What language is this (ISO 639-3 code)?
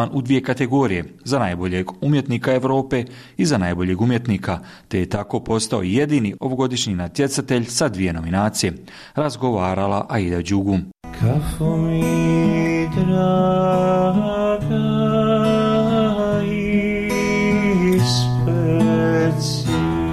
bos